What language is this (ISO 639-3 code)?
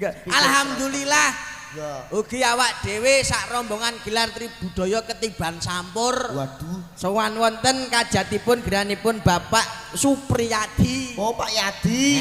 jav